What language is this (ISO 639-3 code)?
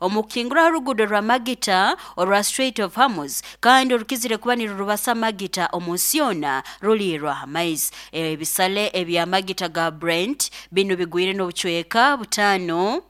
nyo